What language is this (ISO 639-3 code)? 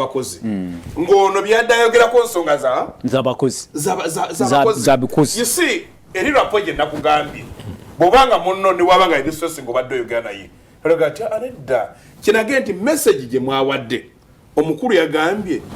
lug